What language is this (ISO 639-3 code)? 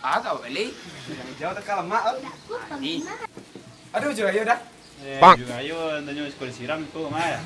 min